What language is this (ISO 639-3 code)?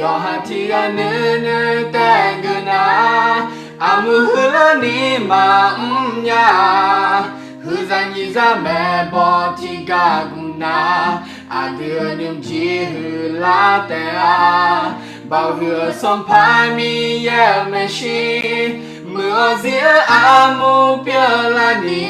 ahk